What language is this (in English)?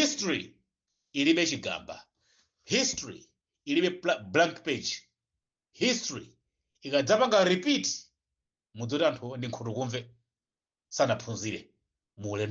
Nyanja